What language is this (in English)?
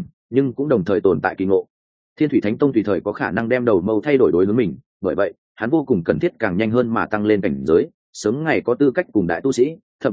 Vietnamese